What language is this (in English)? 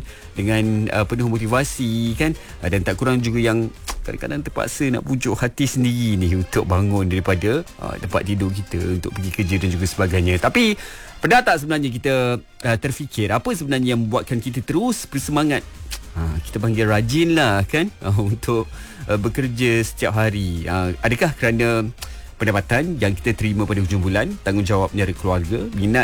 Malay